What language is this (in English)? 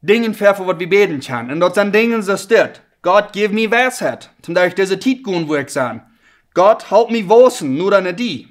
Plautdietsch